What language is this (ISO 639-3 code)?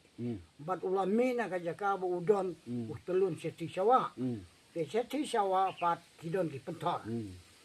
kha